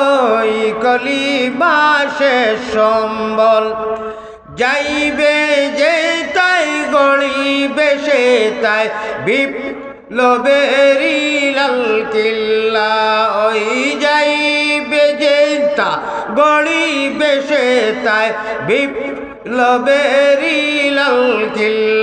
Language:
Sylheti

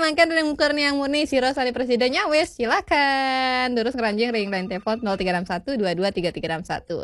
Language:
Balinese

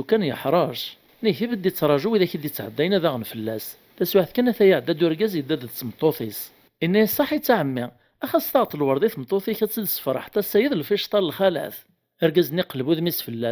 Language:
Kabyle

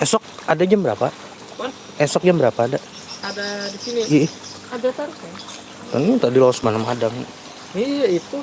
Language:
Banjar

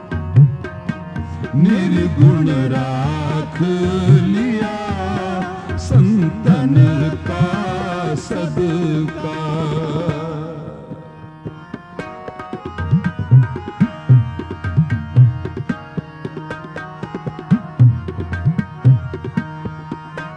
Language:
Hindi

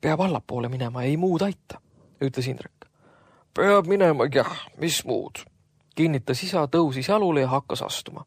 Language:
Estonian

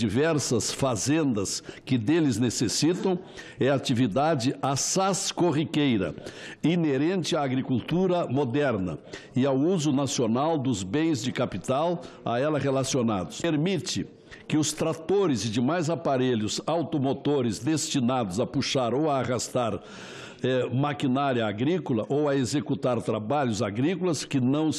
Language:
Portuguese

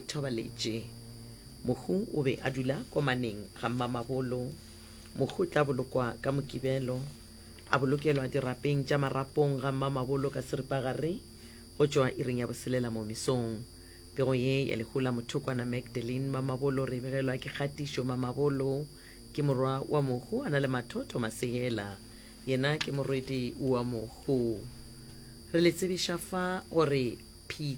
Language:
Northern Sotho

